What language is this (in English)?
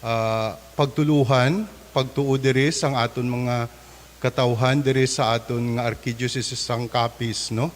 Hiligaynon